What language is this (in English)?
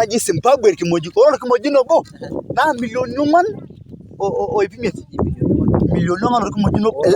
Masai